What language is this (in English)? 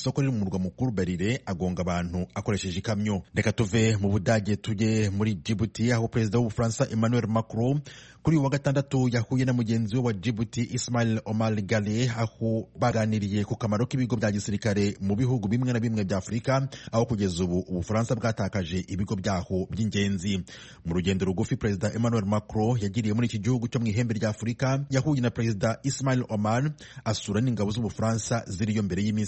Kinyarwanda